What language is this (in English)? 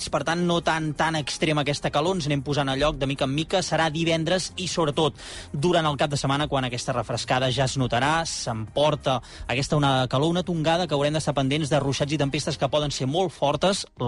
Catalan